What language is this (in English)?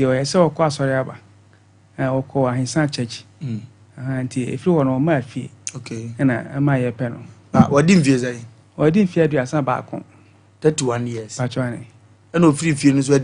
Akan